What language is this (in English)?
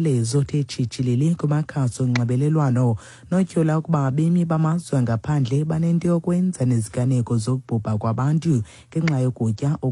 Xhosa